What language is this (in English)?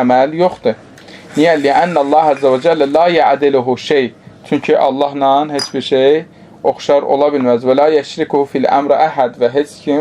Azerbaijani